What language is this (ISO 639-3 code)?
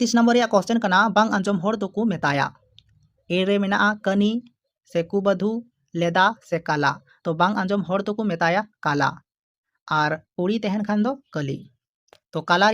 sat